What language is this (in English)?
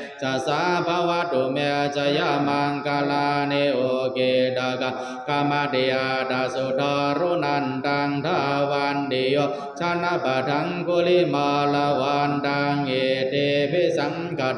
Pali